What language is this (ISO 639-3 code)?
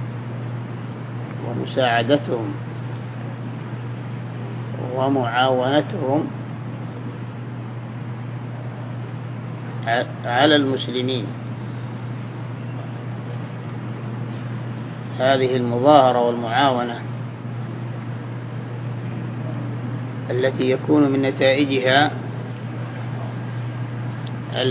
ara